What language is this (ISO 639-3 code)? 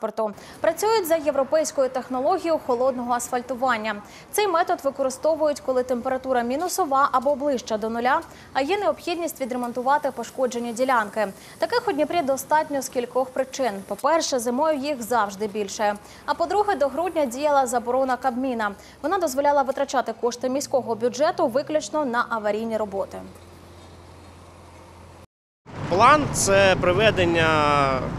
ukr